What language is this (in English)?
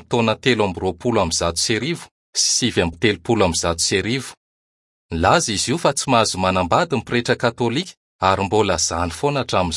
Malagasy